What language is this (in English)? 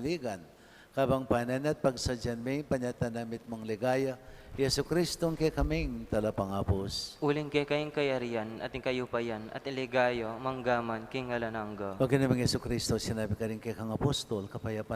Pampanga